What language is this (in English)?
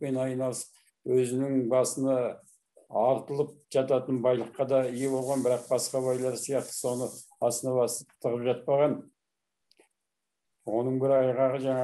Kazakh